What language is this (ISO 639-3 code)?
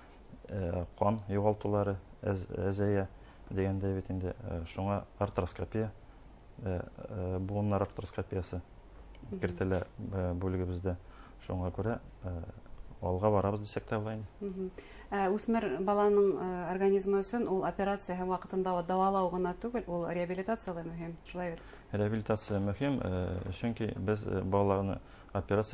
bak